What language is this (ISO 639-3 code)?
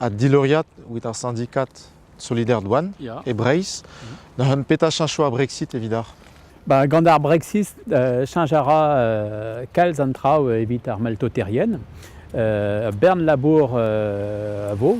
bre